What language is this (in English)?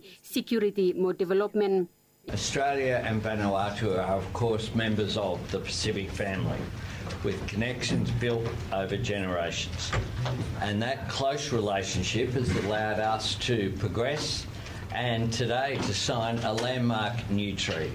Bislama